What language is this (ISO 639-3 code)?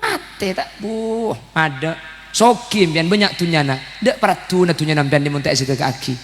mad